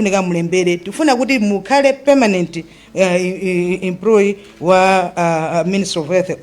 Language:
Nyanja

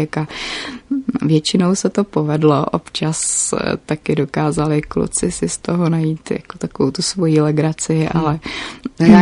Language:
Czech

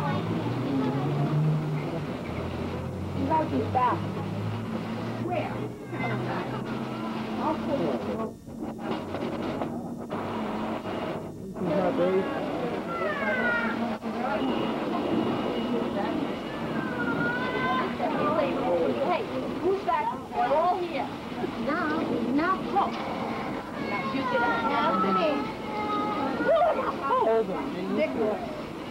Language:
English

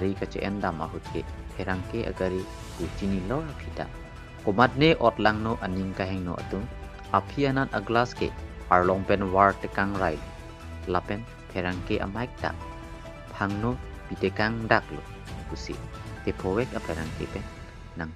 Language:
Karbi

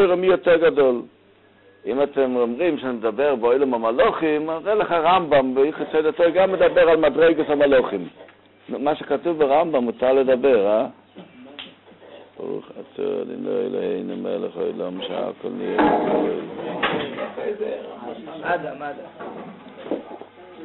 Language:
Hebrew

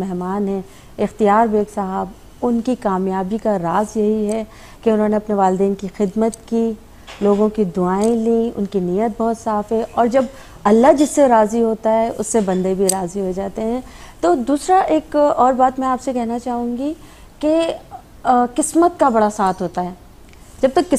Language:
Urdu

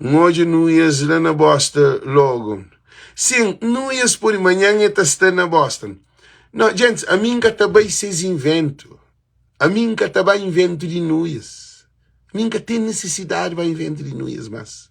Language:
Kabuverdianu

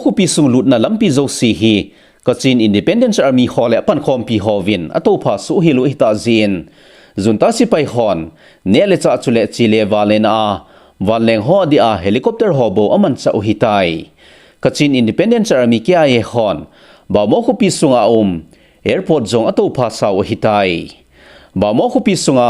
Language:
Thado Chin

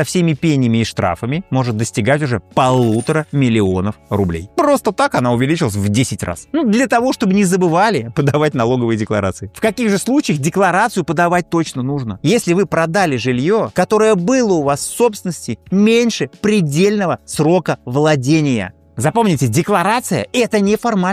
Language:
Russian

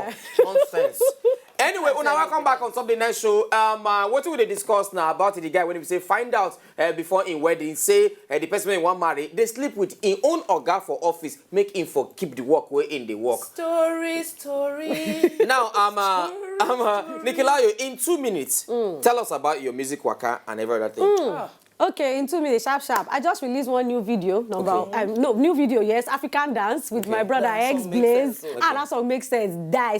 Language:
Nigerian Pidgin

